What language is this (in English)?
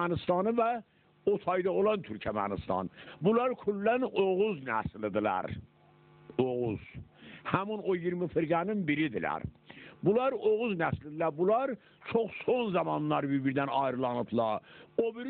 South Azerbaijani